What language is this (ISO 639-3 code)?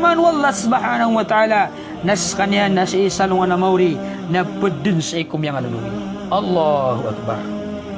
mrw